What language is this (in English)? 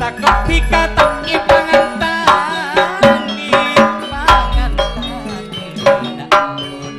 Madurese